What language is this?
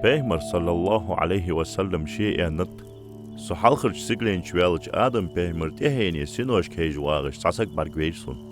Ingush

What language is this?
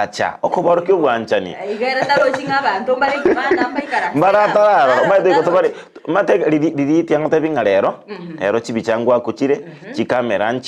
Gusii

